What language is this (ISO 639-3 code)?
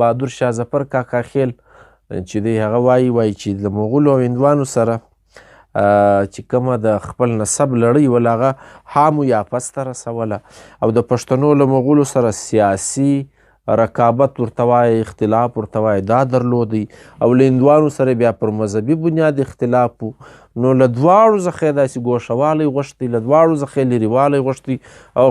pus